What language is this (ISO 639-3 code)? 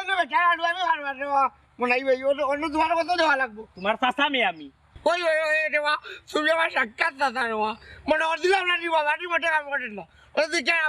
syl